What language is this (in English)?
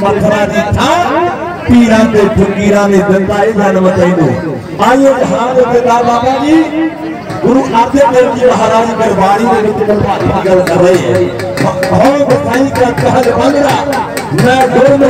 Punjabi